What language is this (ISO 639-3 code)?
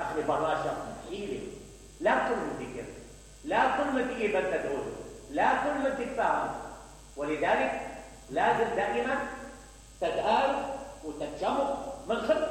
acm